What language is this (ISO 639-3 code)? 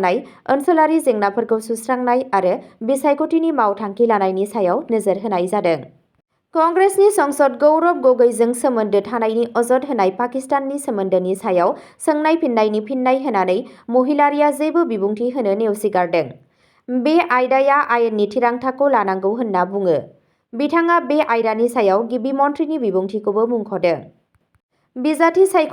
brx